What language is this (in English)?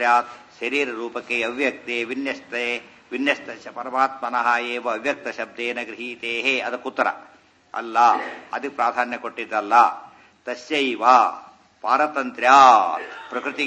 Kannada